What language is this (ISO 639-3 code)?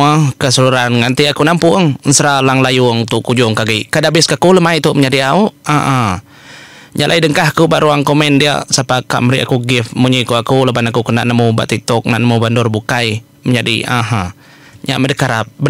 iba